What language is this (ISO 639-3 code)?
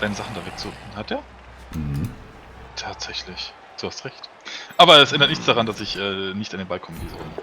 gsw